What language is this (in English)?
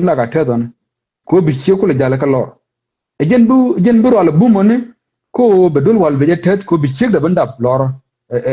Nuer